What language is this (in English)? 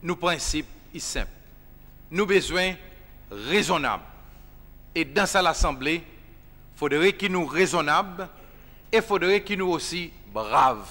Seselwa Creole French